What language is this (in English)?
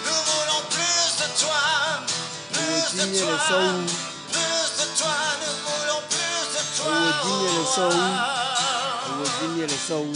Ewe